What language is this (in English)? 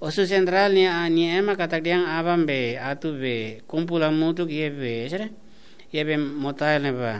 Tetum